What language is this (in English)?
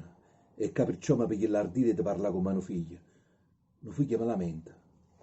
Neapolitan